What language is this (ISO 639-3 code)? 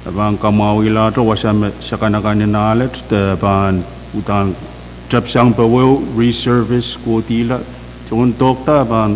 pon